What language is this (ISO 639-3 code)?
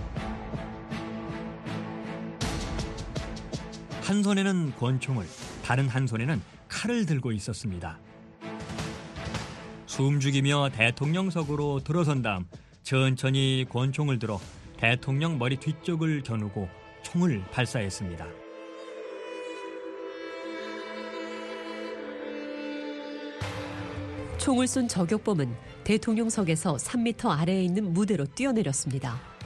kor